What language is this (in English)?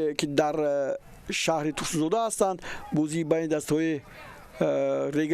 Tajik